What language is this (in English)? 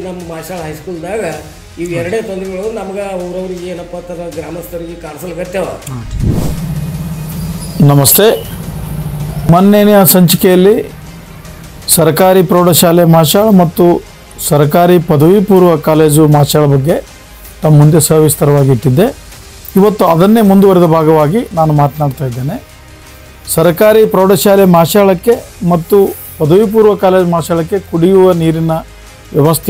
Kannada